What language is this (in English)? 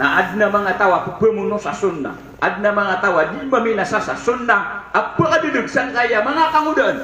Maranao